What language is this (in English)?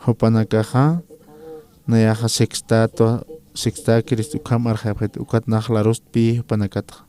Aymara